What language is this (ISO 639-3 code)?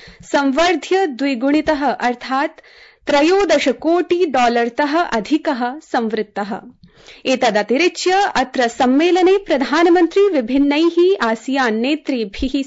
san